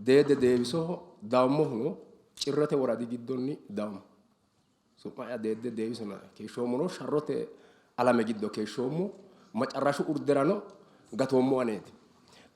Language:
Sidamo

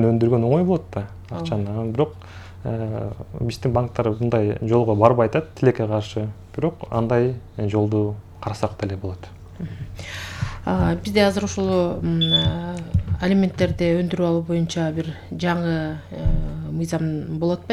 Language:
Kyrgyz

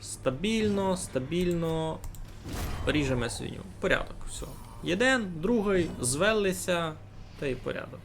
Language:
Rusyn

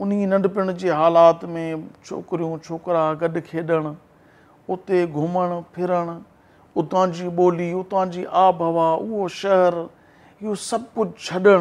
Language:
Sindhi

